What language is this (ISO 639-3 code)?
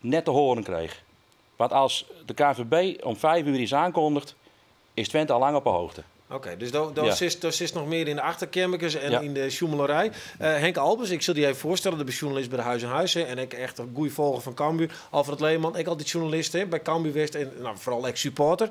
fry